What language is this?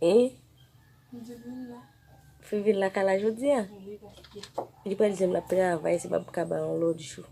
Haitian Creole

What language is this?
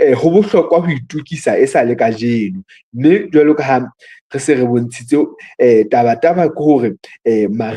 Southern Sotho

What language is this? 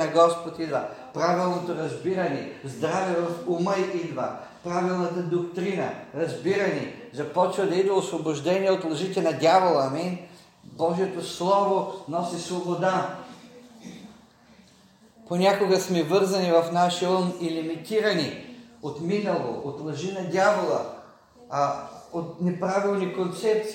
Bulgarian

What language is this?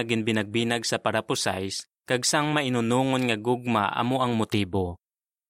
Hiligaynon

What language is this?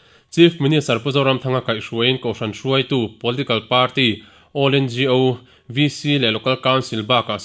Mizo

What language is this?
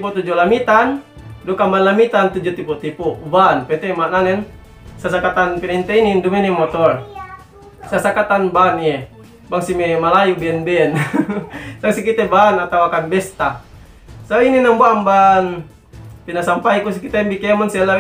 Yakan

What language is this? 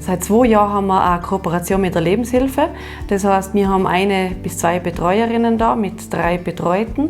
Bavarian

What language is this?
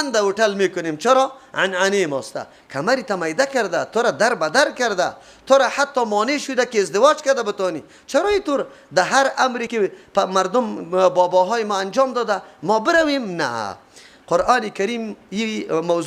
Persian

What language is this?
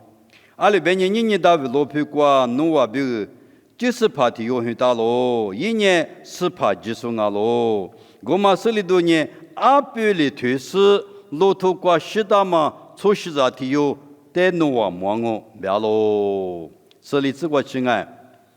Lisu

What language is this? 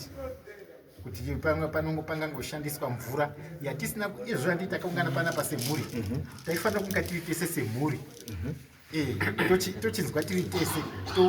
Shona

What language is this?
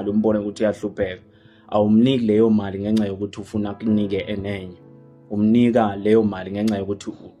Zulu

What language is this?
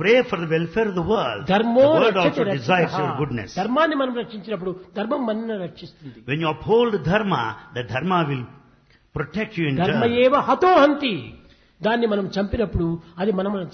Telugu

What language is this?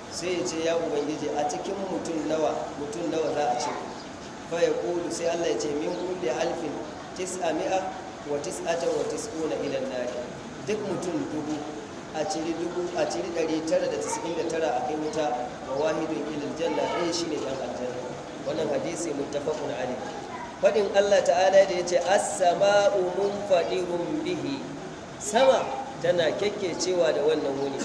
Hausa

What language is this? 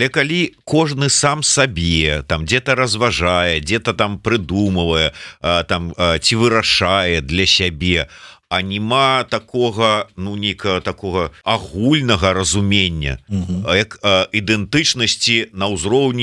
Belarusian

